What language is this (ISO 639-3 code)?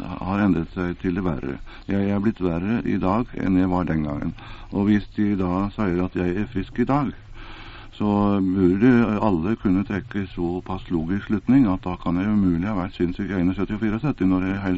nor